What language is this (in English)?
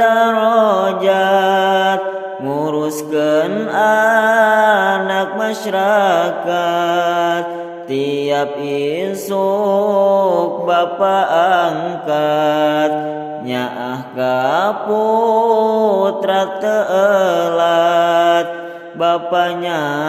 Sundanese